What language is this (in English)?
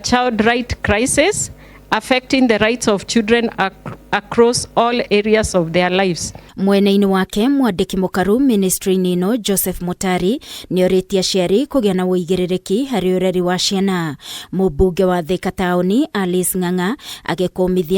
Kikuyu